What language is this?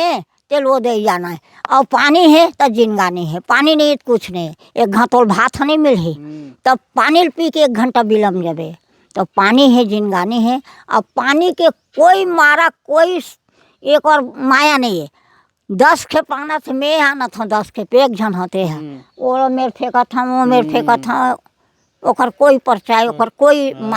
Chhattisgarhi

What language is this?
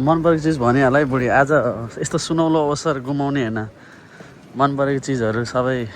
Nepali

